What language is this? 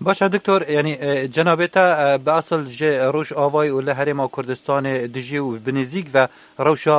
Kurdish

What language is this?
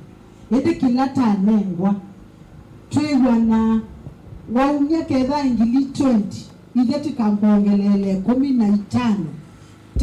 Kamba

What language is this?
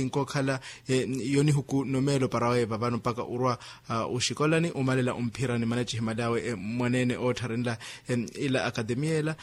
Makhuwa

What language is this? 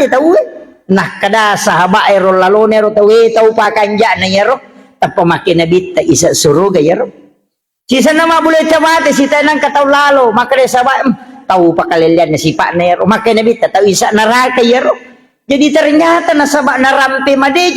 Buginese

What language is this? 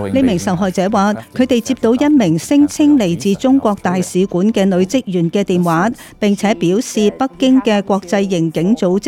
Cantonese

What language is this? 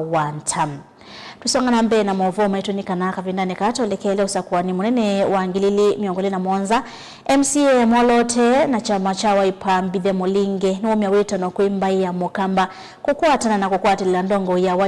Kamba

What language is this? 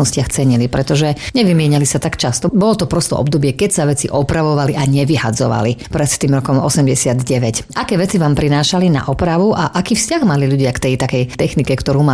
Slovak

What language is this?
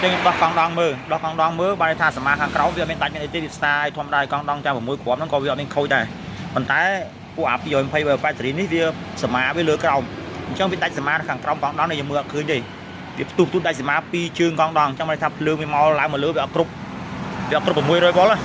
Khmer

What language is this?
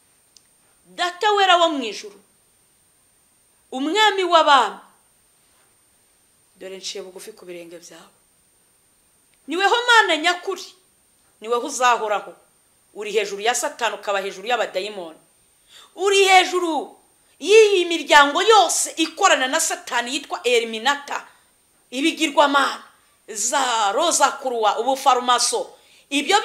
Kinyarwanda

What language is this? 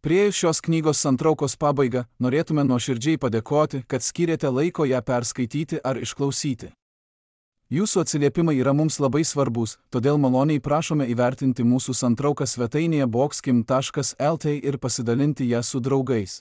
Lithuanian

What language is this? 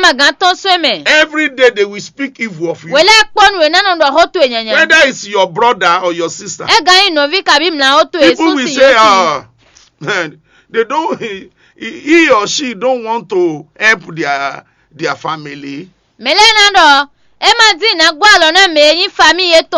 Fon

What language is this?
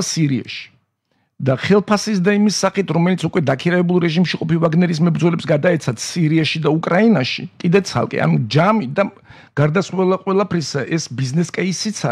Georgian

